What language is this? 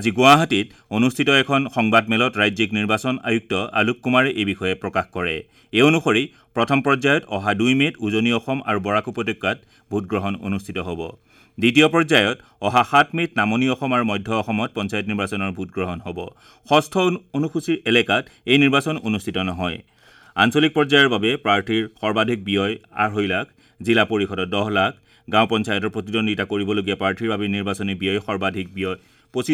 Assamese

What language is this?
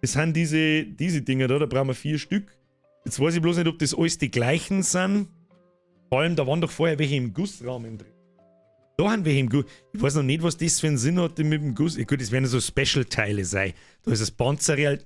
Bavarian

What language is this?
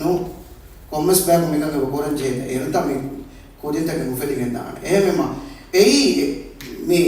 Divehi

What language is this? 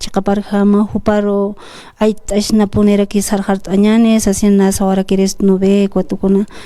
Aymara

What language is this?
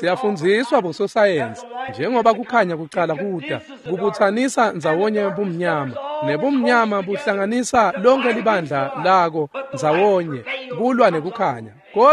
Swati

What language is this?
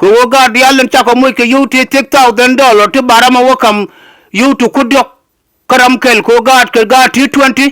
Nuer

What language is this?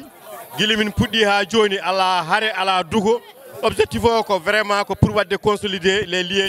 Fula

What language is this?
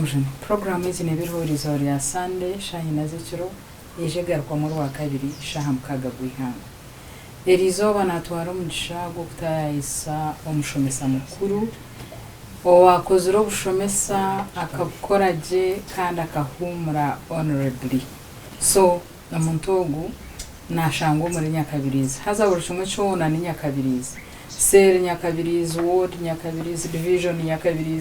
Nyankole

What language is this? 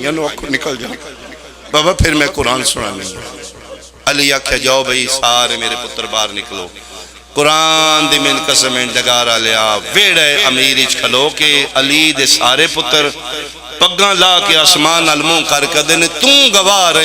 Pahari-Potwari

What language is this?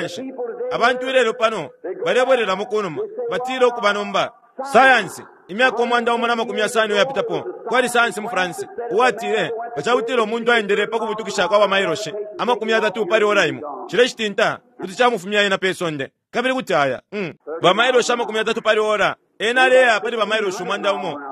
Bemba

